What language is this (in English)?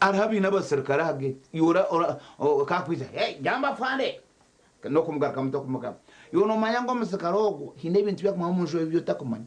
Nyankole